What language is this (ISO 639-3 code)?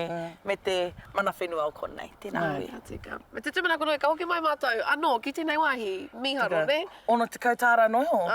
mri